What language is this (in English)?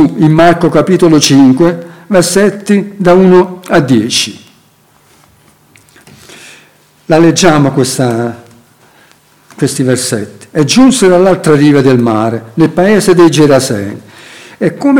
Italian